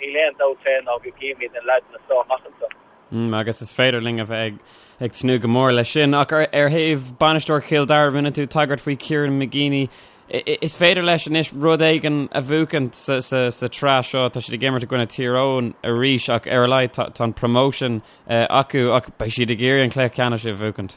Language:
Irish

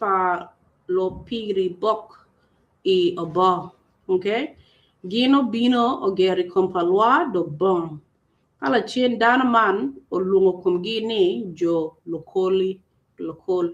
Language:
Acoli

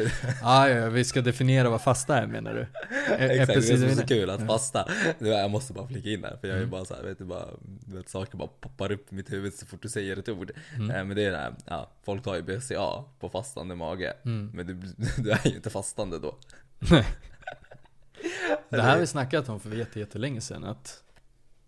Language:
Swedish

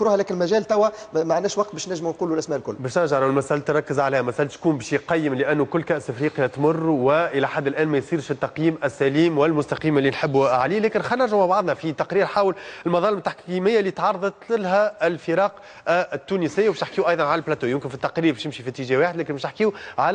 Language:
Tunisian Arabic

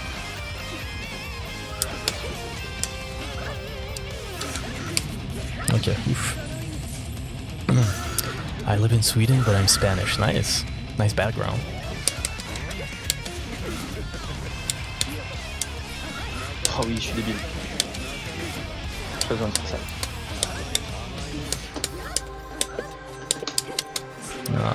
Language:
French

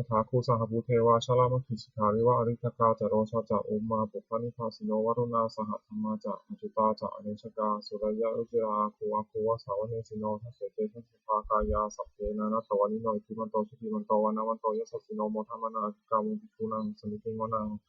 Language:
Pali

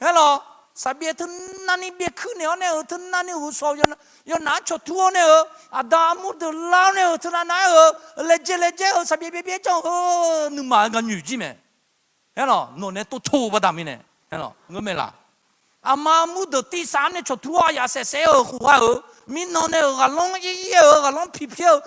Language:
Akha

